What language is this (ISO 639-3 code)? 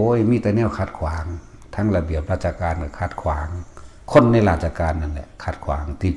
tts